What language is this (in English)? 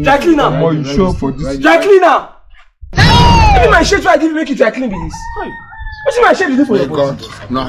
Nigerian Pidgin